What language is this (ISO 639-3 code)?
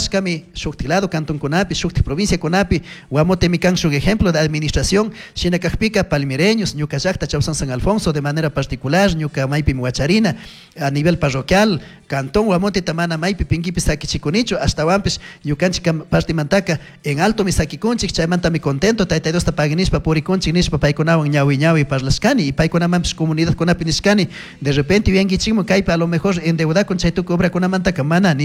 qug